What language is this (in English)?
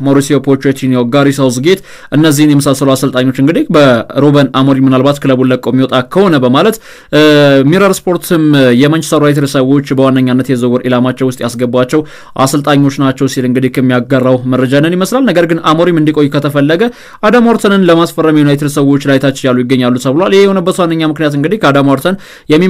Amharic